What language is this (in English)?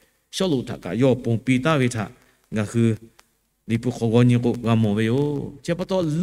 Lahu